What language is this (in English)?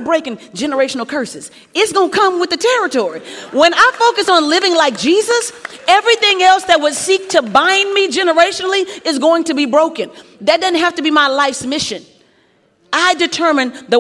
English